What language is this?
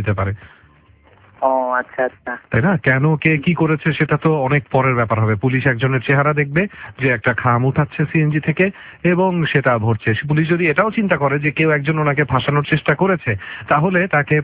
Bangla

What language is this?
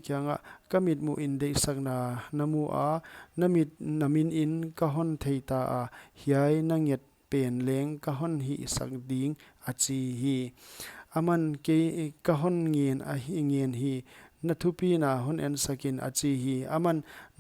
Paite Chin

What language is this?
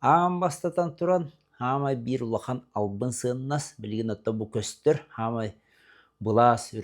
Yakut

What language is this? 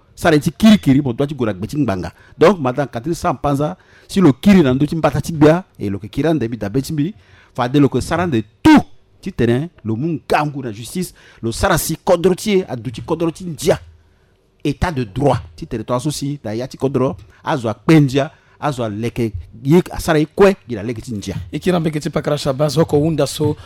Sango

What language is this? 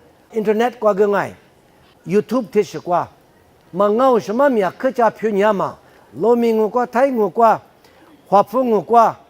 Lisu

